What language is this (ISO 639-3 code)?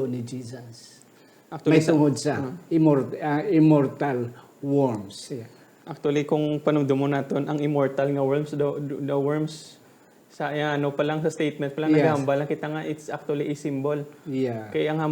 hil